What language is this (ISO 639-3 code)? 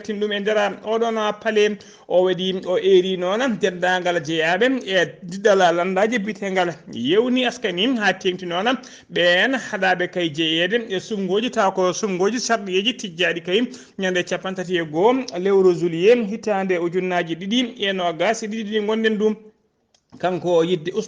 ful